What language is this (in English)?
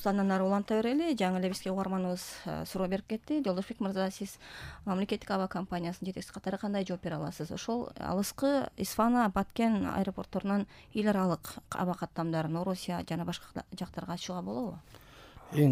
Kyrgyz